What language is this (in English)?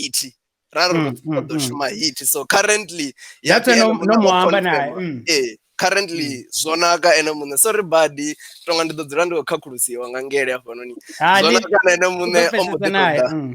Venda